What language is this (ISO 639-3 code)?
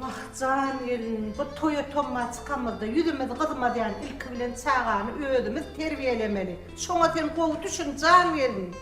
tuk